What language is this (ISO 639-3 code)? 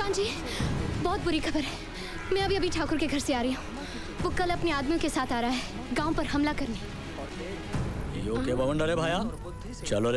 hin